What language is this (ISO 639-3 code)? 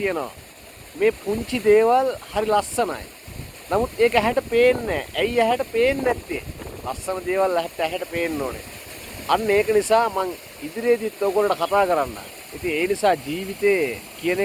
sin